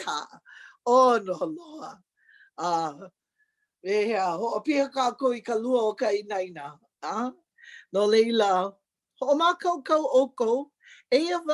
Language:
Hawaiian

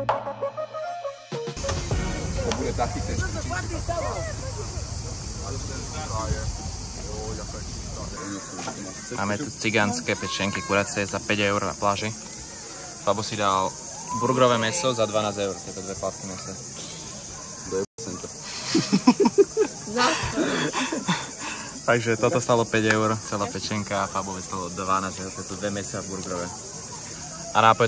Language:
Slovak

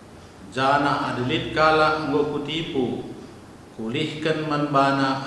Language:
Batak Karo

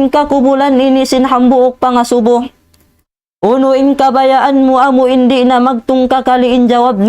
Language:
Tausug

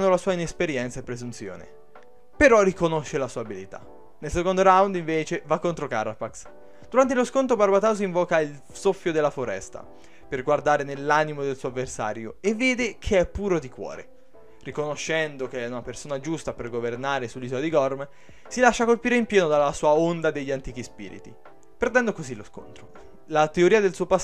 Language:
Italian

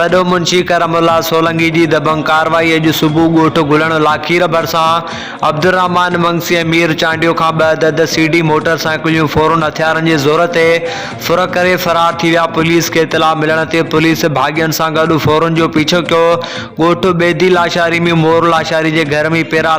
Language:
Sindhi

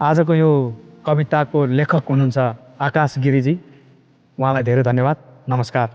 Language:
Nepali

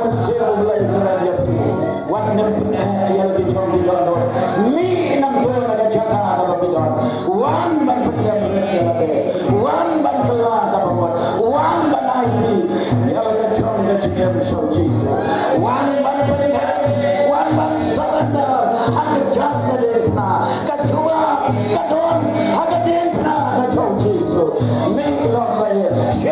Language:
Khasi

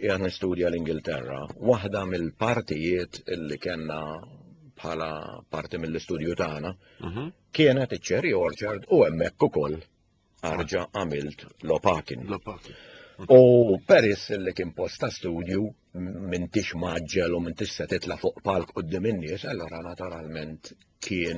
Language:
Maltese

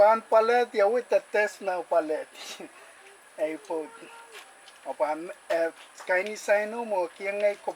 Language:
Pohnpeian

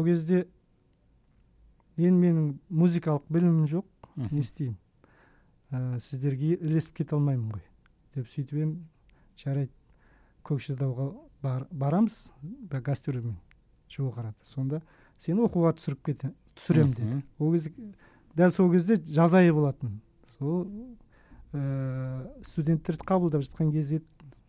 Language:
Kazakh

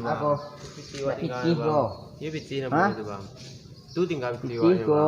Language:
Minangkabau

